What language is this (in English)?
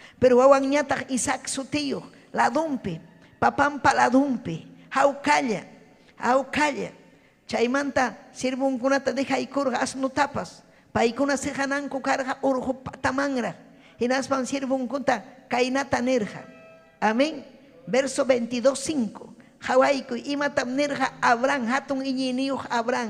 Ayacucho Quechua